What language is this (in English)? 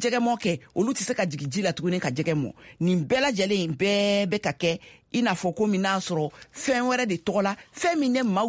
Bambara